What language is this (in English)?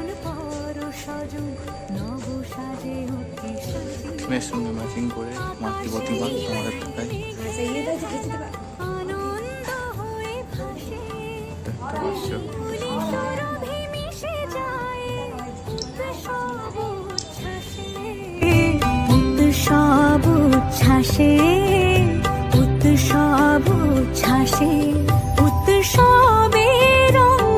Bangla